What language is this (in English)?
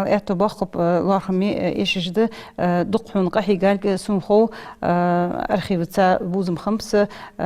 Ingush